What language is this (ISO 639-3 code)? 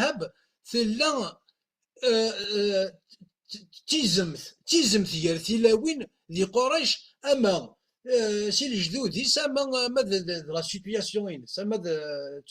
kab